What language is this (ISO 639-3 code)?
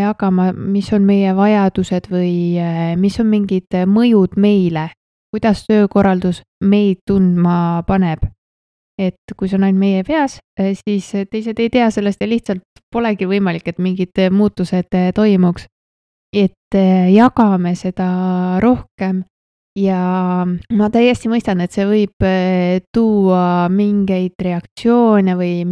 est